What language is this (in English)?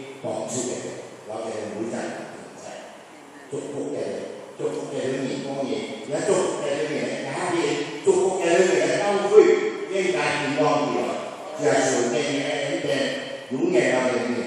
Hakka Chinese